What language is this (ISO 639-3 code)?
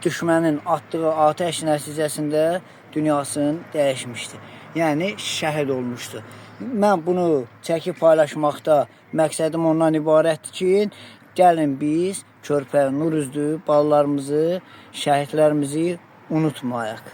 aze